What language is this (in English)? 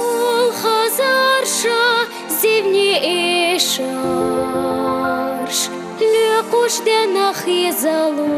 Chechen